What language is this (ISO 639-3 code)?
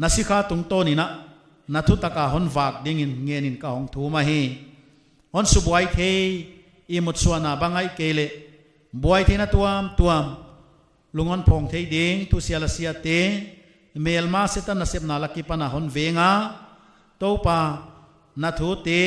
pck